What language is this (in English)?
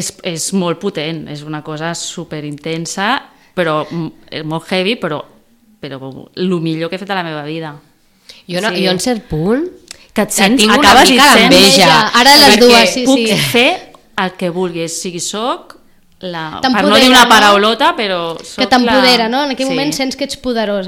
Catalan